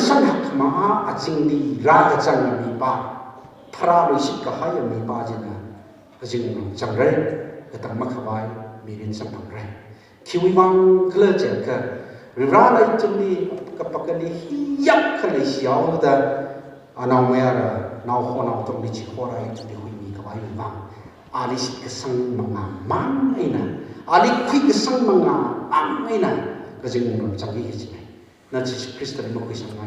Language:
Tangkhul Naga (India)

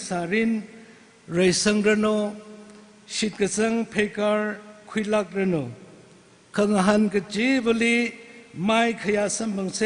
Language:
Tangkhul Naga (India)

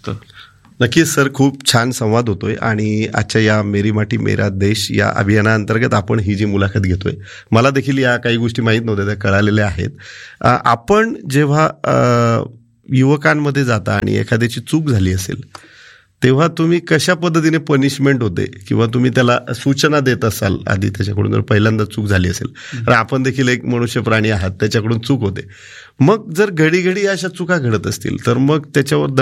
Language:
Marathi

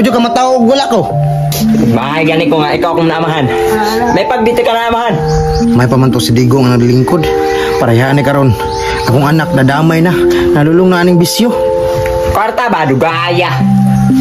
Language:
Cebuano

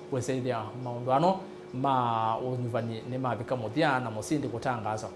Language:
Kamba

